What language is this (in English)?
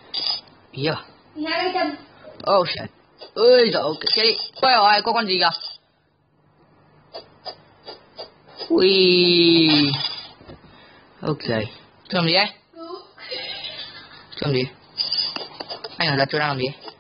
Vietnamese